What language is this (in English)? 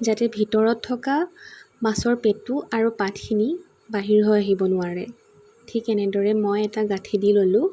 Assamese